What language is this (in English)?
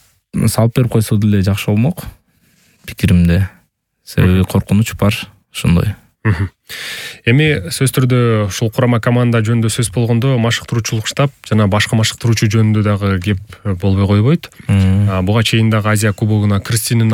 Kyrgyz